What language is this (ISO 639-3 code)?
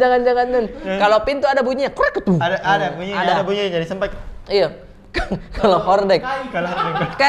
mfp